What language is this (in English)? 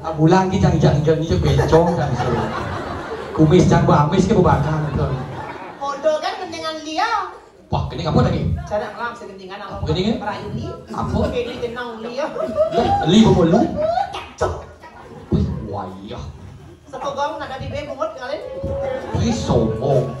Balinese